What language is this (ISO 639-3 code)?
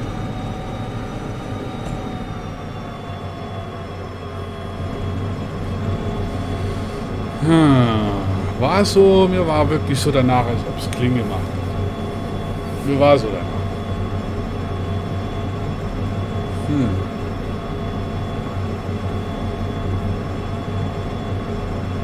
deu